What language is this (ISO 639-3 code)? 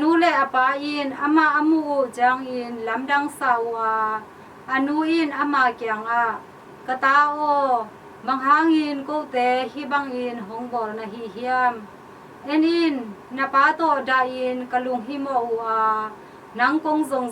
ctd